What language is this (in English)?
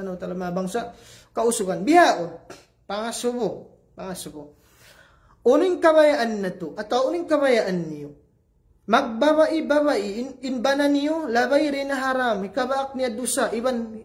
Tausug